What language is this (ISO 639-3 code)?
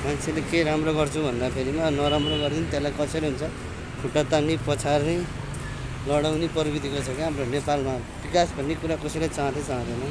nep